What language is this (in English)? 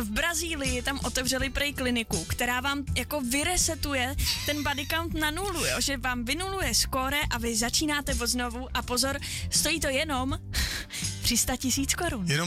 Czech